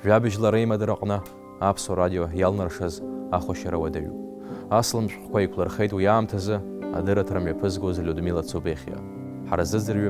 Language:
Abkhazian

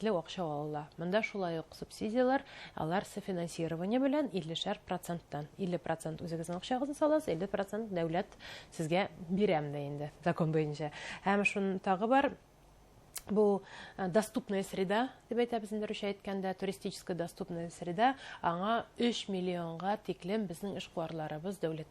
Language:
Bashkir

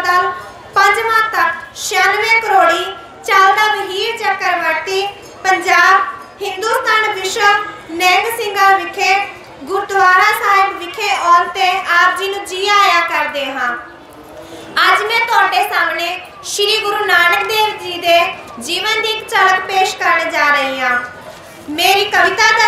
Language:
Punjabi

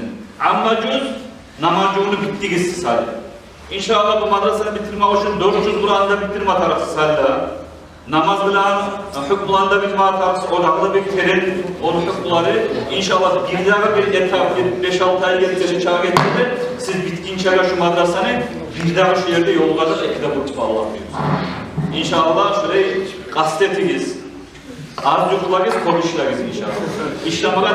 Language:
Kumyk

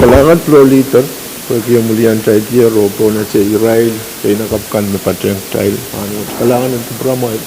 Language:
Pohnpeian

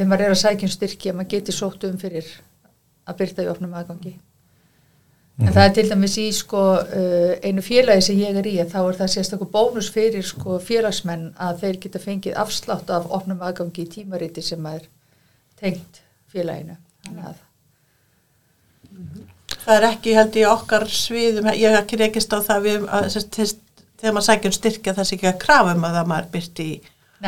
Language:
Icelandic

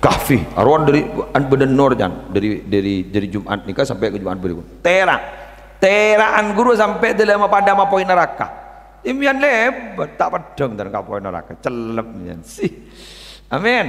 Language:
Madurese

